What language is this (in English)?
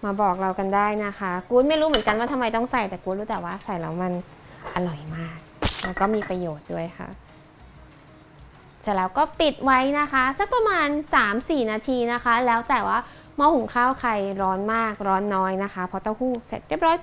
Thai